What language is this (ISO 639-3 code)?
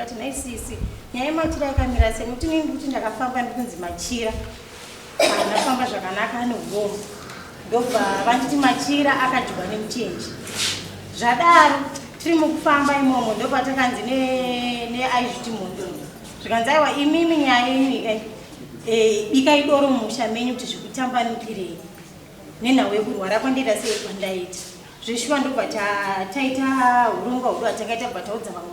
sna